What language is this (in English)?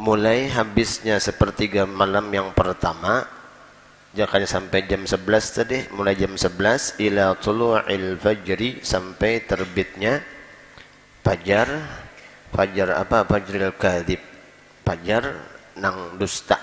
Banjar